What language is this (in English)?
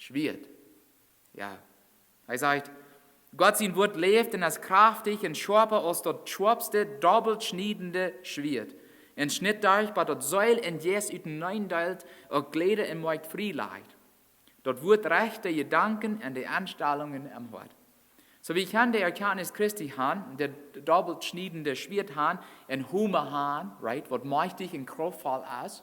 Plautdietsch